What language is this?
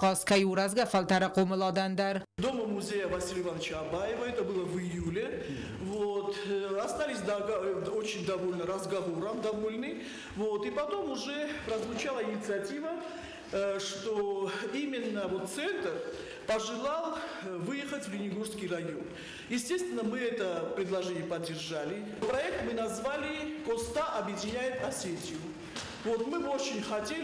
Ossetic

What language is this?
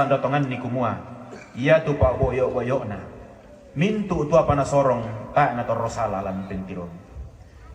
Toraja-Sa'dan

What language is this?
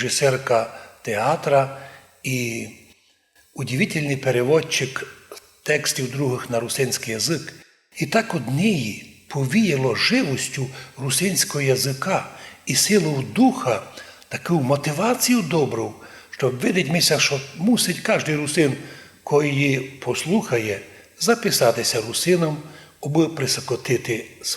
Rusyn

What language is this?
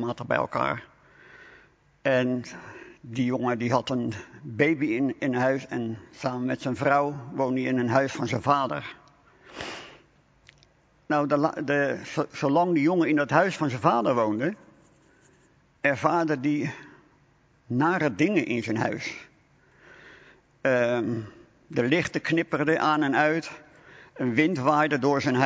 Dutch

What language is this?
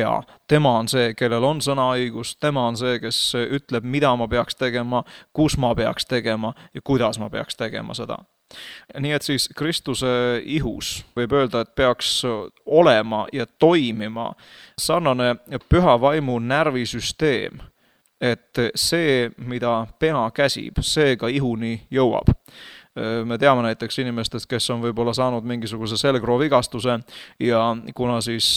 Estonian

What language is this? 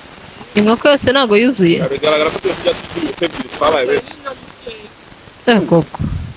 Kinyarwanda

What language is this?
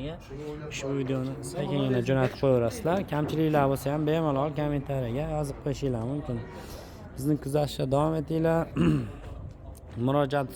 Uzbek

